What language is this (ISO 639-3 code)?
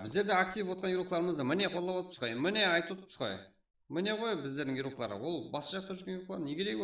kaa